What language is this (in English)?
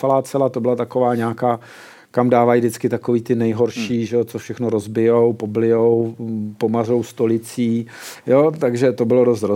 Czech